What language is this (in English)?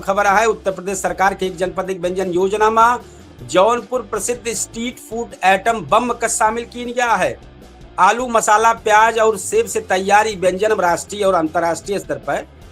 Awadhi